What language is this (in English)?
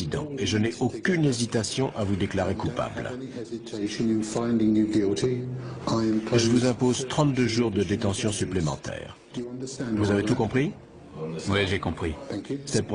French